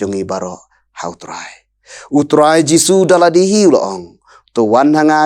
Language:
Khasi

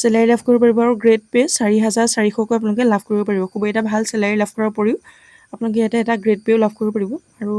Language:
Assamese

